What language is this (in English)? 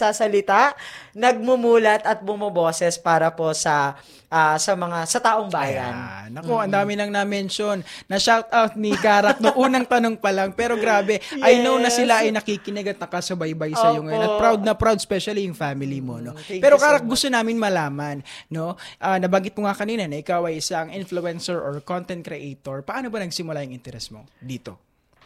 Filipino